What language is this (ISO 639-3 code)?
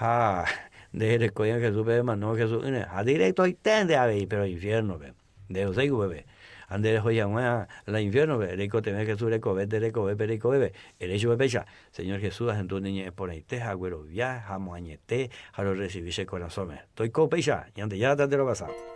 grn